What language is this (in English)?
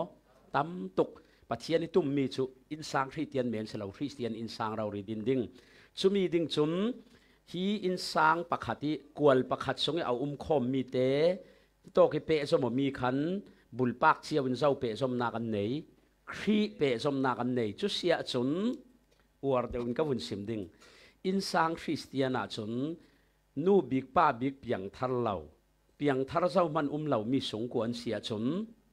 Falam Chin